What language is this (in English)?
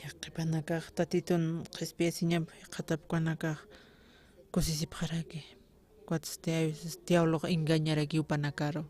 Aymara